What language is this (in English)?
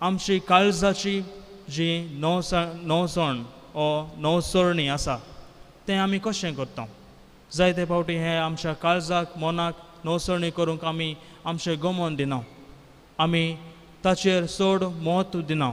Konkani